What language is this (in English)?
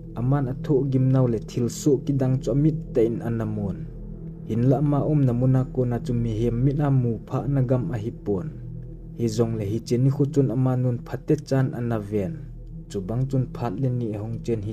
Thado Chin